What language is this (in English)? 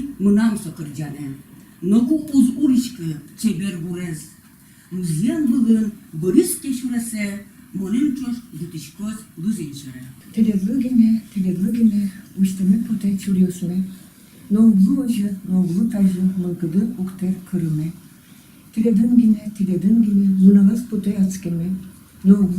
Udmurt